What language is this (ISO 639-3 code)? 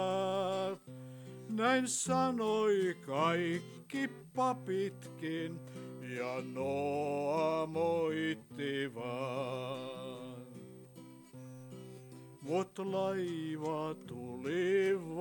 fin